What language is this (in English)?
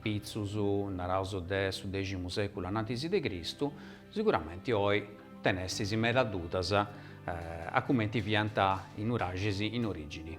Sardinian